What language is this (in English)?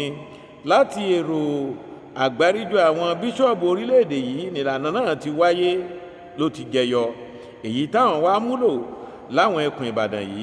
Yoruba